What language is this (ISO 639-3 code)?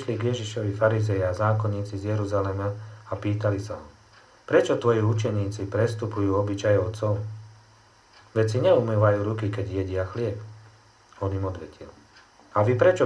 slk